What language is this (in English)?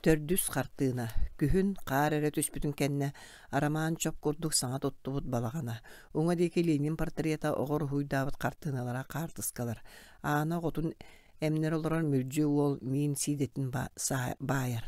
Yakut